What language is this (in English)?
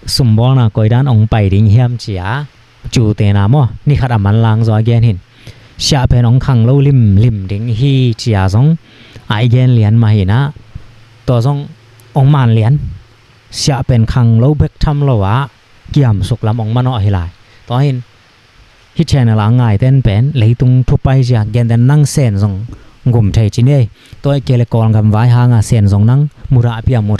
Tedim Chin